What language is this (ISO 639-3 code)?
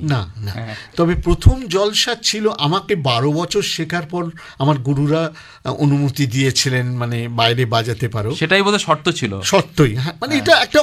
ben